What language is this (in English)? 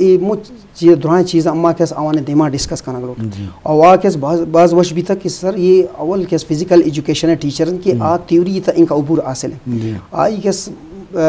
Eastern Balochi